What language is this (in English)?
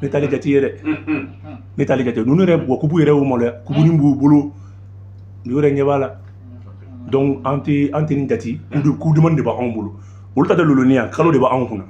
Bambara